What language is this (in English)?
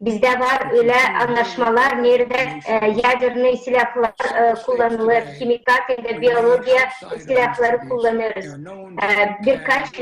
Gagauz